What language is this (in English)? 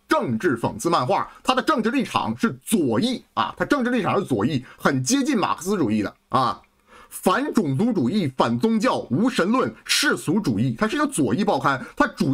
Chinese